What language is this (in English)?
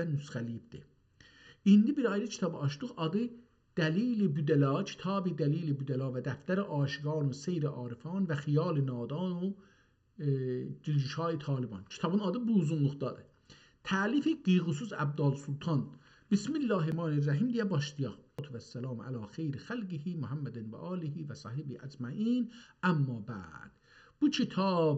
South Azerbaijani